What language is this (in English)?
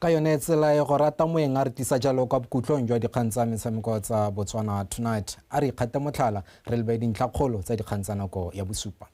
Tswana